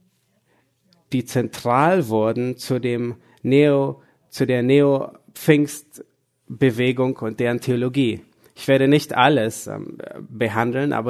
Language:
German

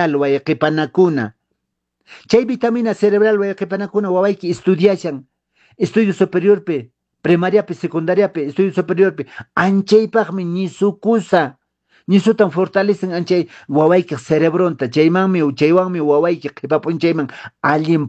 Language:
Quechua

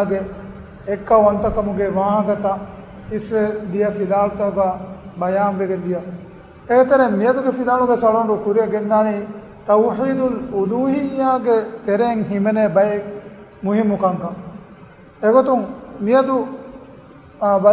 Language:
Divehi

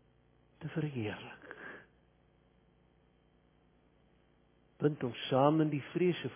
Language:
Afrikaans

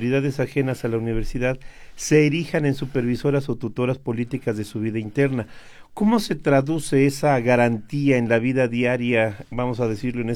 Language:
Spanish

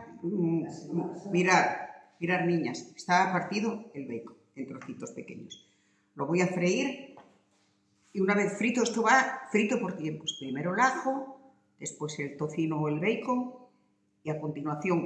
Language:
Spanish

